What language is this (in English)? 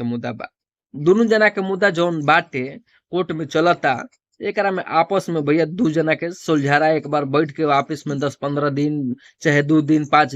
Bhojpuri